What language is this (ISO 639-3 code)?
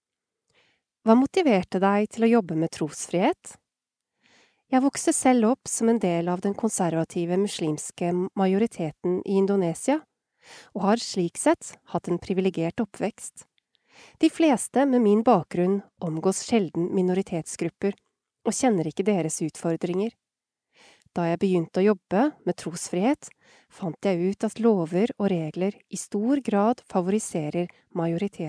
nor